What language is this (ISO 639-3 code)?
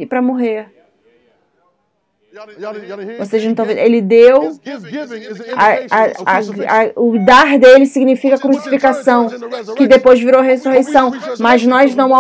por